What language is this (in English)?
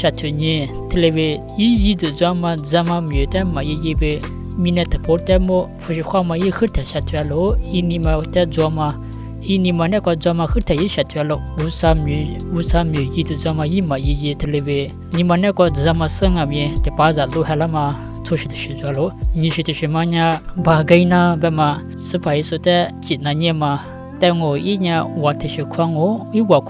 Lisu